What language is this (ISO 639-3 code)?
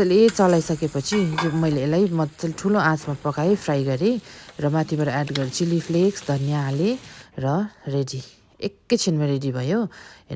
nep